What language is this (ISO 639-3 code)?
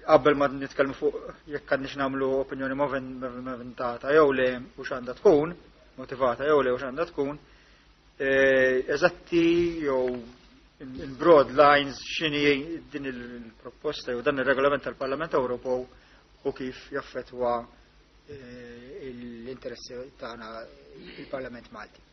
mlt